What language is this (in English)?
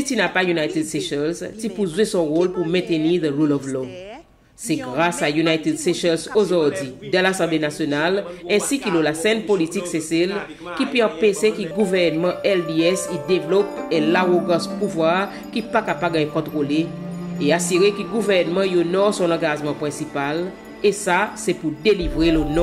Seselwa Creole French